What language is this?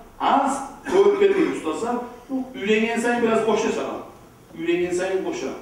Kumyk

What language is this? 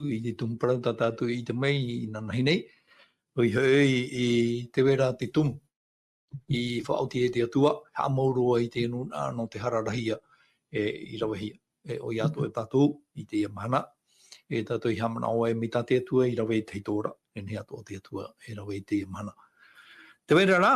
Tahitian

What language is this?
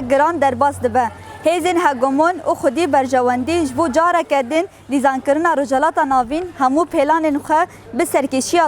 Kurdish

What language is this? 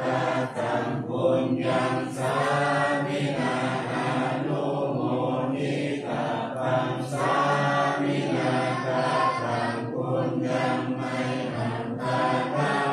Pali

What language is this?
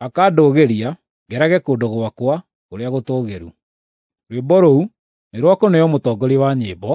Kikuyu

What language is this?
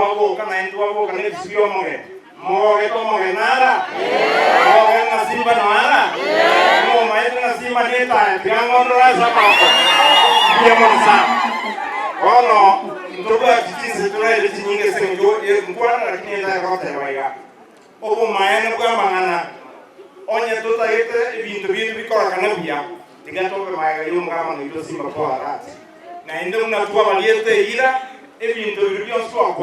Gusii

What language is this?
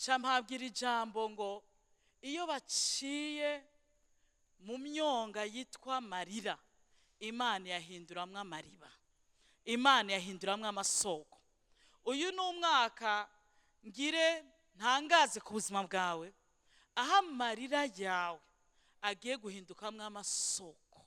Rundi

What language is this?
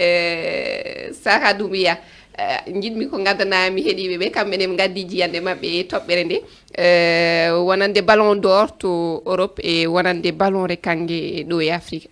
Fula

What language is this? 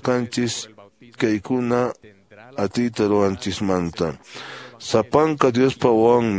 Quechua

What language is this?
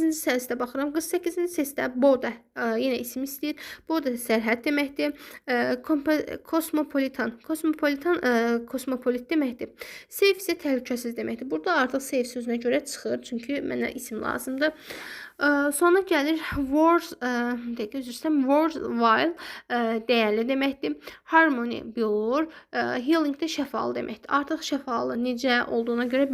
Azerbaijani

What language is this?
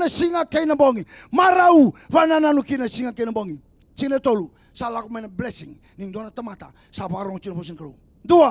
Fijian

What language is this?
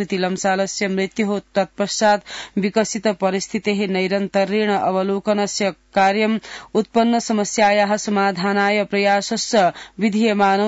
Sanskrit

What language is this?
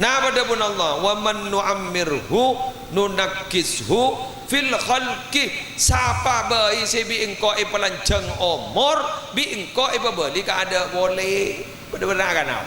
Madurese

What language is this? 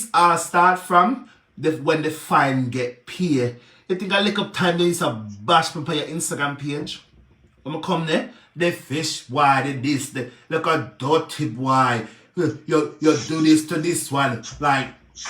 Jamaican Creole English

